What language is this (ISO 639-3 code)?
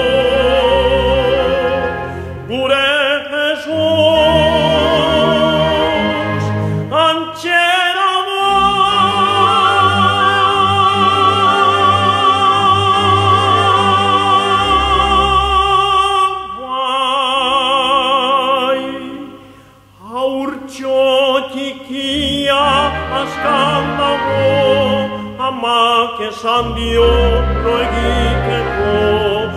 eus